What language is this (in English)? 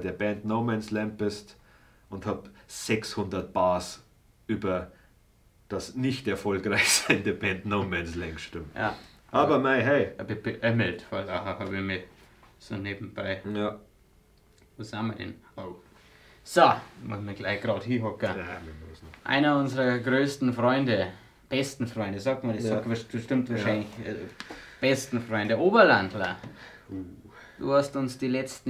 Bavarian